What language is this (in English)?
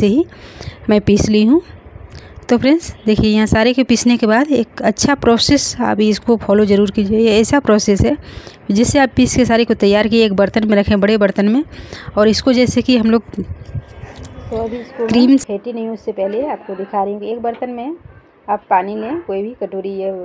Hindi